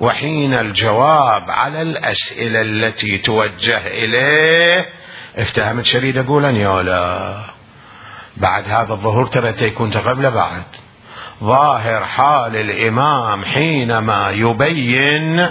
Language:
Mesopotamian Arabic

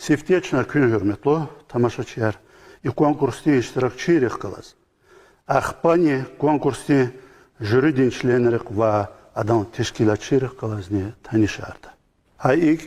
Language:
Lezghian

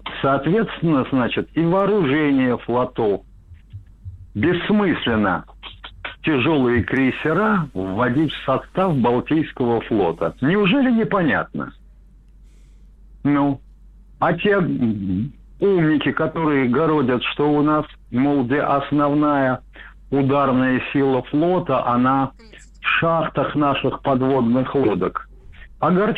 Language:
Russian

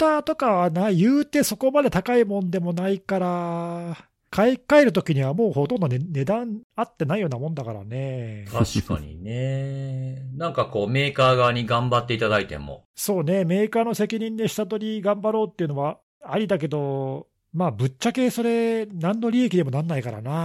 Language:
Japanese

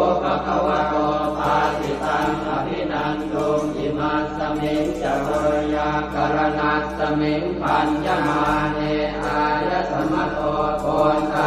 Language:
Pali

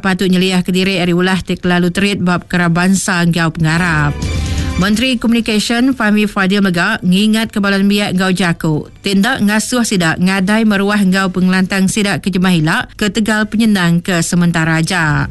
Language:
Iban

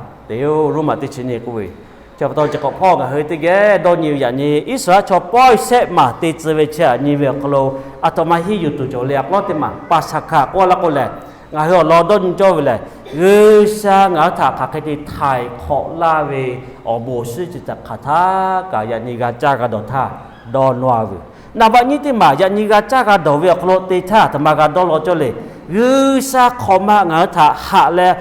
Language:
Lahu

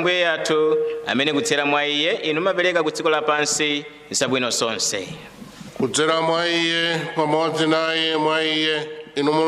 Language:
Nyanja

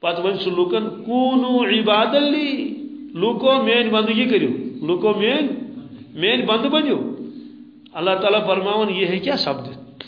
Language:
Kashmiri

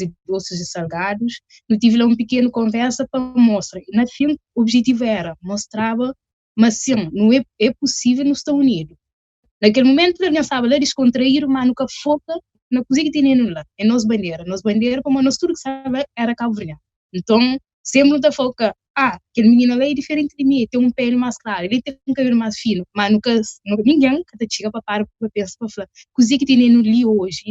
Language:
Kabuverdianu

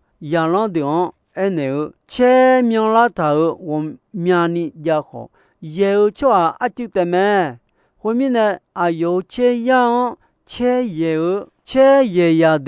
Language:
Akha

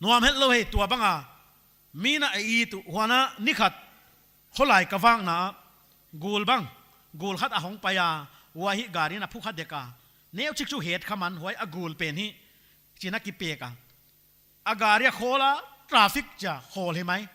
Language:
Paite Chin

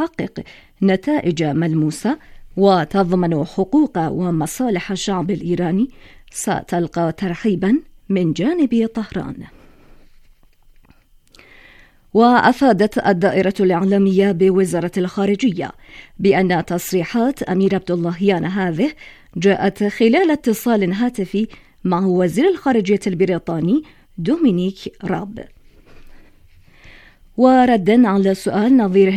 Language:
Arabic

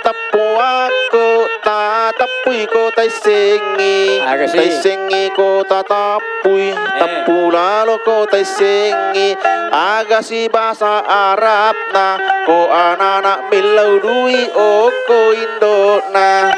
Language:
Buginese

